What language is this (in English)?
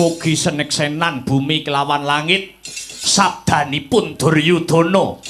Javanese